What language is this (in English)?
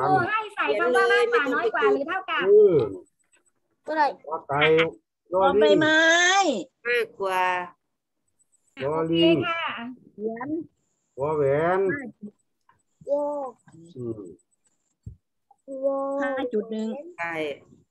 Thai